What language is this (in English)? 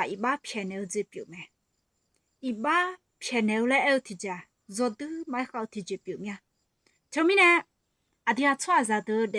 Akha